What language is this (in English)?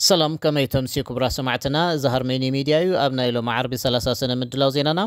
Tigrinya